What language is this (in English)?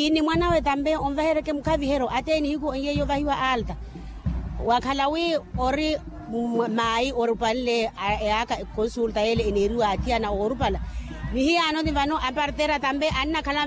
Makhuwa